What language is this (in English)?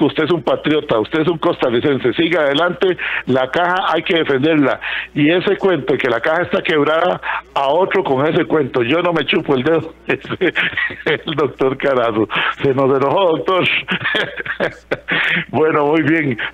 Spanish